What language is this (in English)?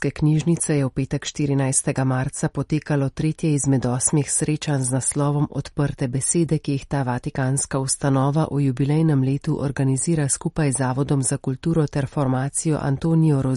Slovenian